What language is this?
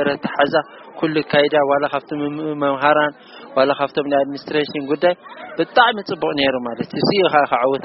Tigrinya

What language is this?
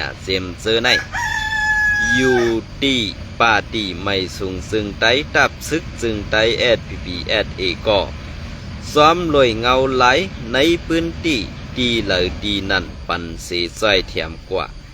Shan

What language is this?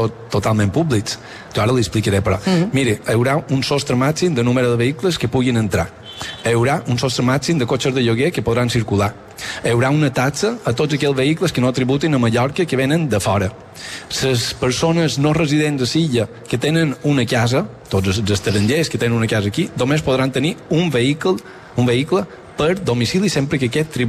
Catalan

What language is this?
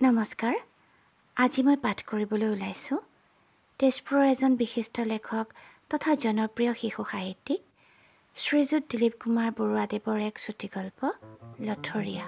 Assamese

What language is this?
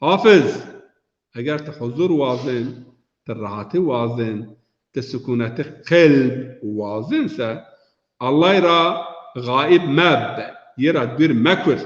Zaza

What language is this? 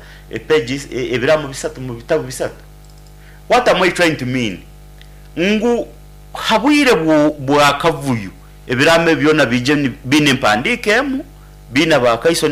Nyankole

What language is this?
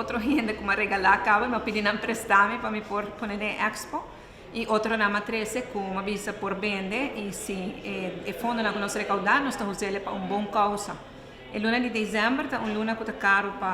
Papiamento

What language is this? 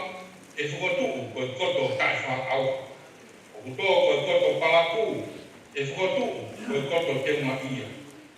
Tongan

